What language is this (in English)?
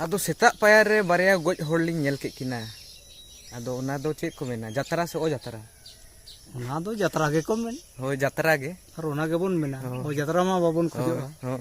Santali